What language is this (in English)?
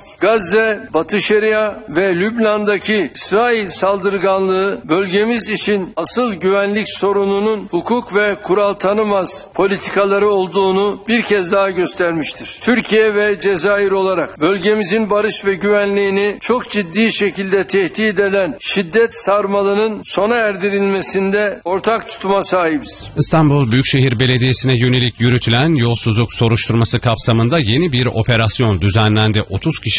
Turkish